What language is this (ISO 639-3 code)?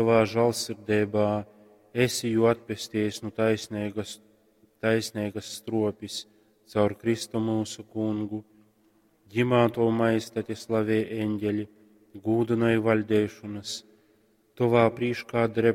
ltg